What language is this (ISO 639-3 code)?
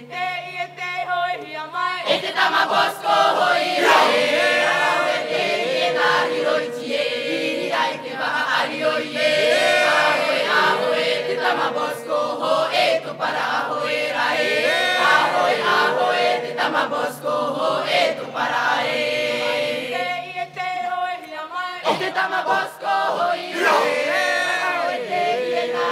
tah